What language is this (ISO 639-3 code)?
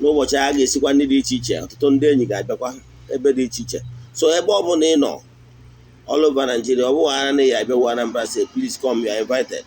ibo